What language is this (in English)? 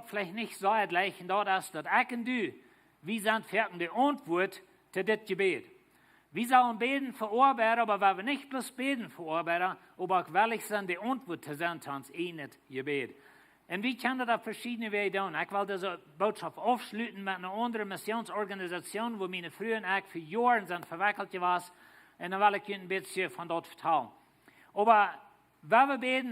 Plautdietsch